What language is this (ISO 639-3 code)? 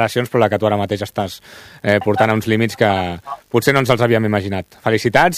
cat